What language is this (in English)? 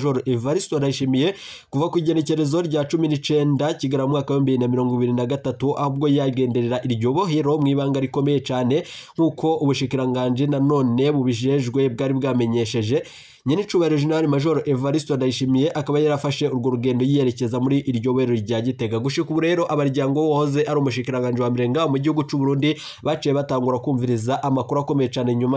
Rundi